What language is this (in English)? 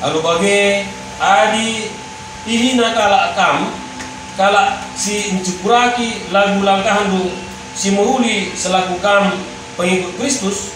Batak Karo